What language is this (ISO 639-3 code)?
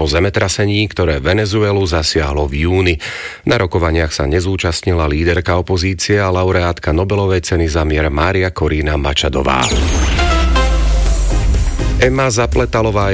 slk